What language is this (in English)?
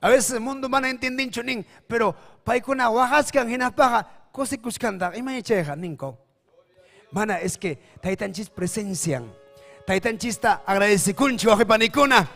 Ayacucho Quechua